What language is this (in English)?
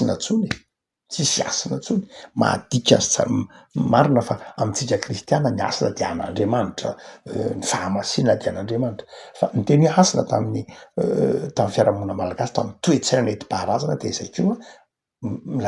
Malagasy